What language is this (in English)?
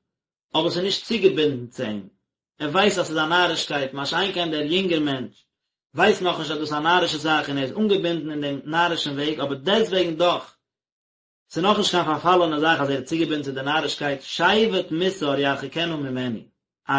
Yiddish